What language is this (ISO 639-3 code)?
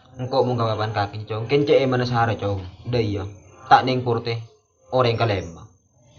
mad